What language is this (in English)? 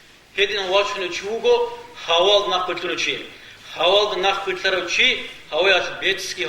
Avaric